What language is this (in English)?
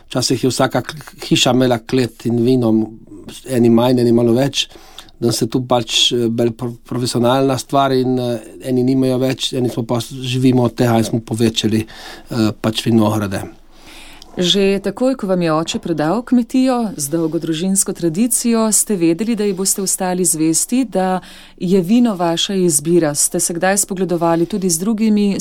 Slovenian